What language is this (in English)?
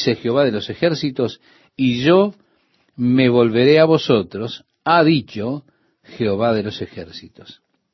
Spanish